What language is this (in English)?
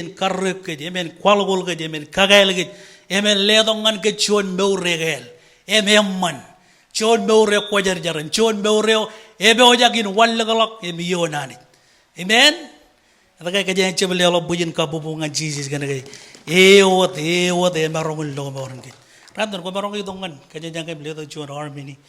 Marshallese